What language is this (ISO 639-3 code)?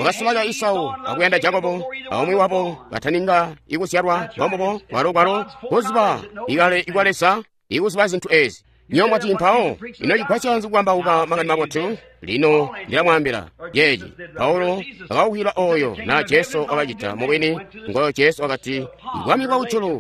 toi